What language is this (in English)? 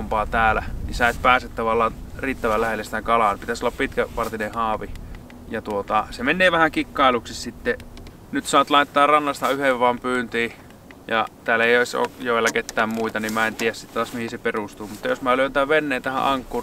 Finnish